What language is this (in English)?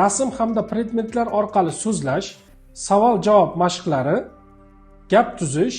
Uzbek